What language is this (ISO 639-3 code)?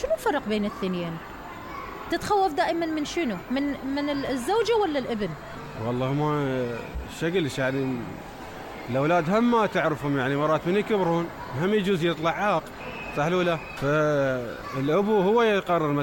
acm